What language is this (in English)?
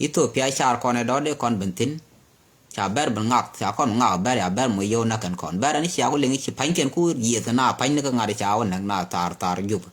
Nuer